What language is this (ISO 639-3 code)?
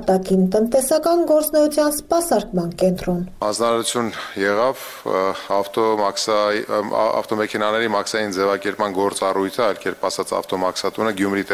hye